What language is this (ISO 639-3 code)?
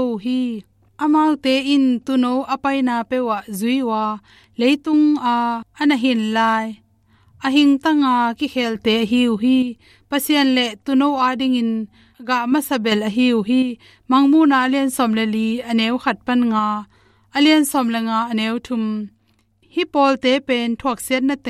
ctd